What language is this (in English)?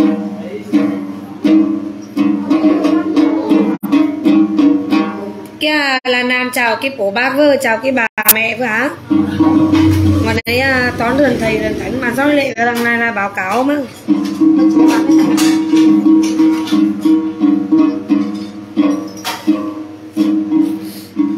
Vietnamese